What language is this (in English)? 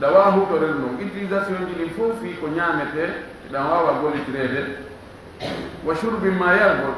Fula